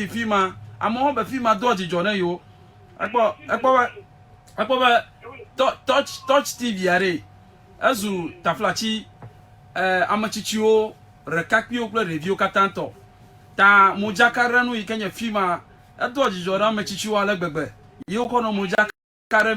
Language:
Ewe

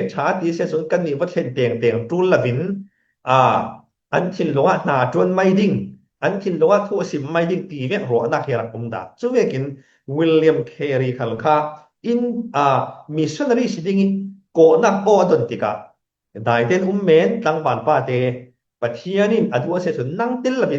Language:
Falam Chin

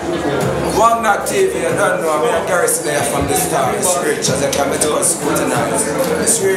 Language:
Jamaican Creole English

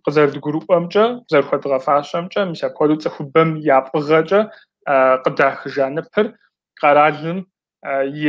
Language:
Kabardian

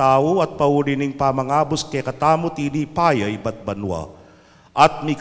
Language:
Pampanga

